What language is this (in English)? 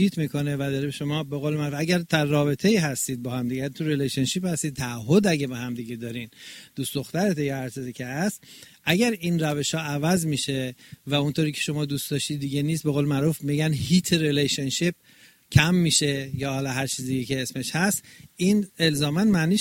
Persian